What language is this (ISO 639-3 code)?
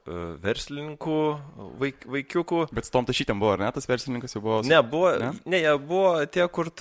lit